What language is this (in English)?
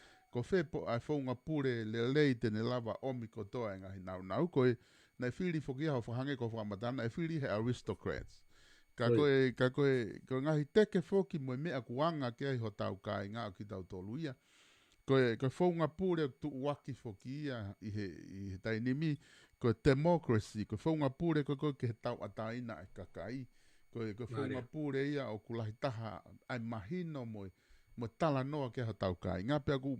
Tongan